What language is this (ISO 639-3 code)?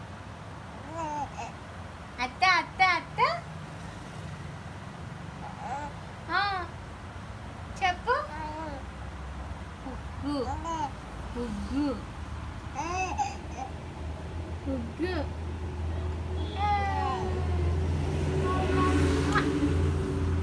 tel